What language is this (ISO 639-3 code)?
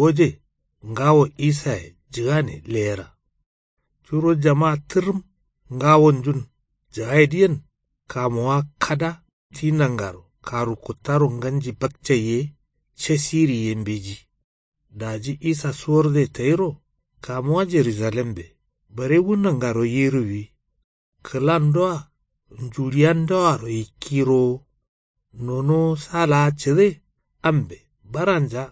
kau